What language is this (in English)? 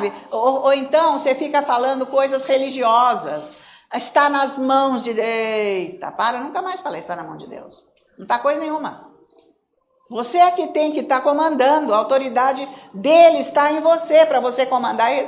Portuguese